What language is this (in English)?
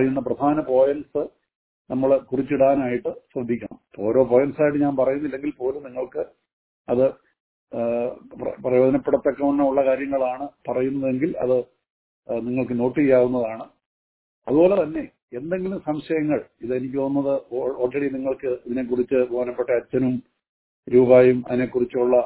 Malayalam